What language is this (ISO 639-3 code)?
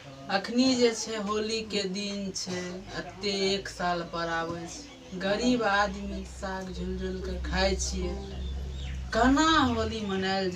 mai